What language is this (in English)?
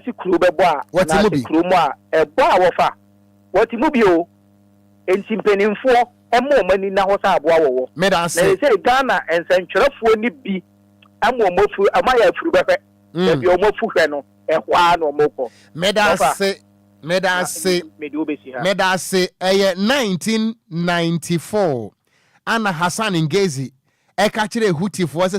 Akan